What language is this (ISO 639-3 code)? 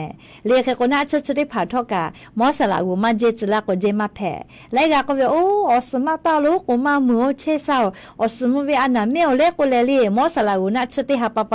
lhu